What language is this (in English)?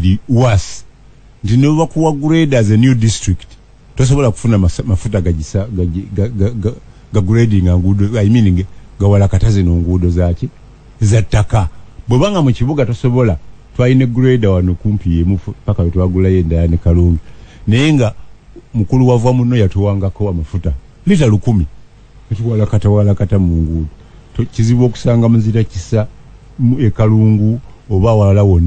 Ganda